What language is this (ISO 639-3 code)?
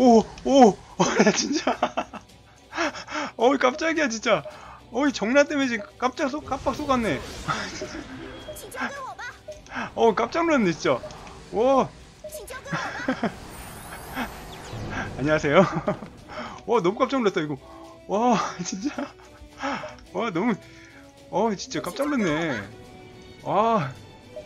kor